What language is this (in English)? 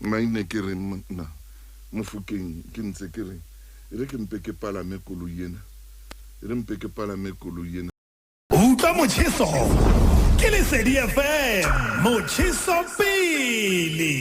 Southern Sotho